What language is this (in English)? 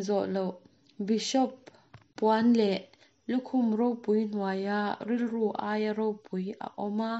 Mizo